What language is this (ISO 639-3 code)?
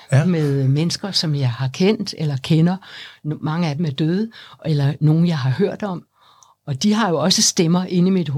dan